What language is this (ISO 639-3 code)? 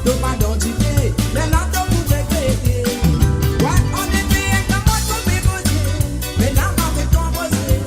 mfe